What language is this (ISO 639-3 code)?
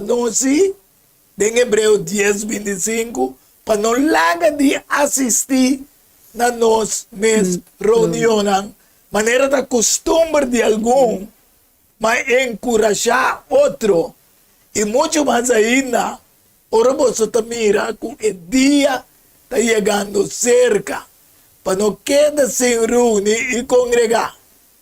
pap